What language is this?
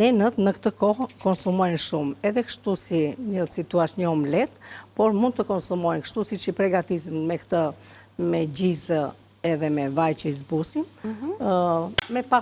Albanian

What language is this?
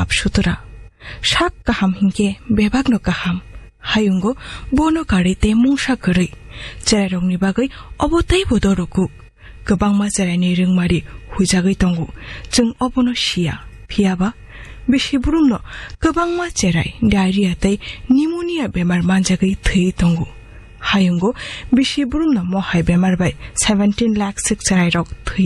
Kok Borok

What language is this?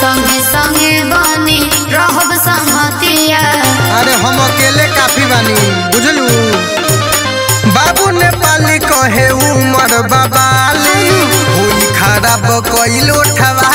Bhojpuri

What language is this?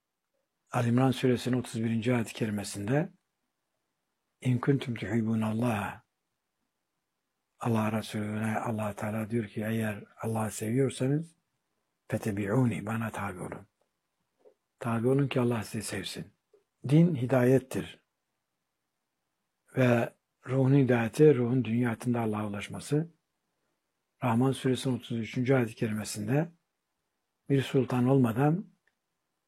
Turkish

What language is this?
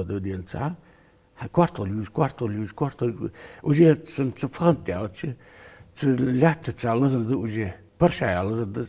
Ingush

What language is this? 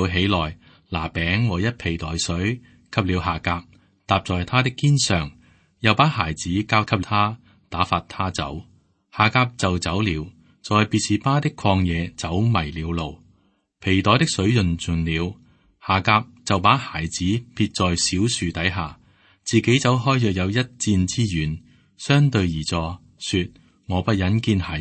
Cantonese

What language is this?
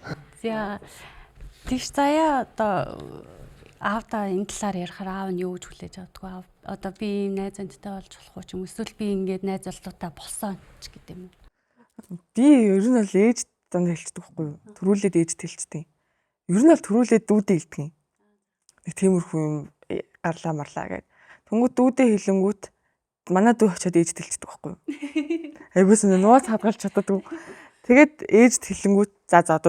Mongolian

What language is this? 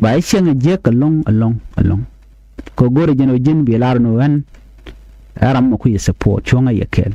Nuer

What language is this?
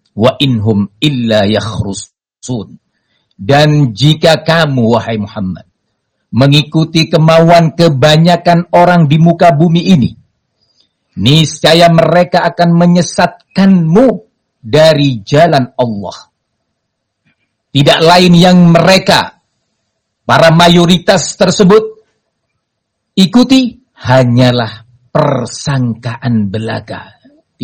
Indonesian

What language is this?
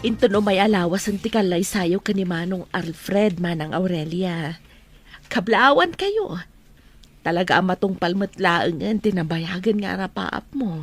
Iloko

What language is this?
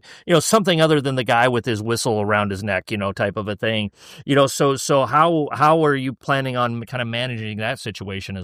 English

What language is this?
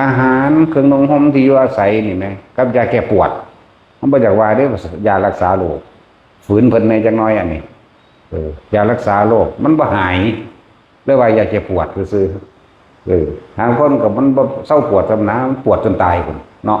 Northeastern Thai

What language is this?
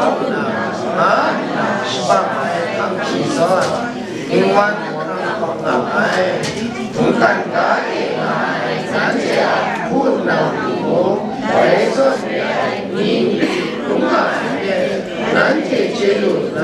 Kachin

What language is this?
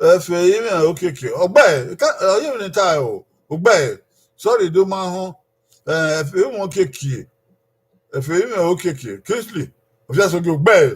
Bini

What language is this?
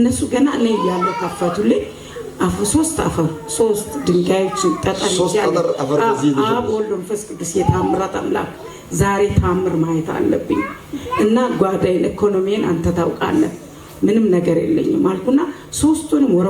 Amharic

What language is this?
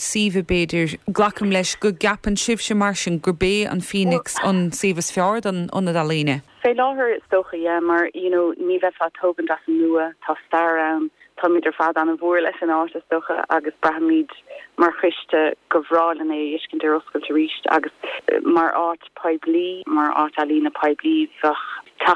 Irish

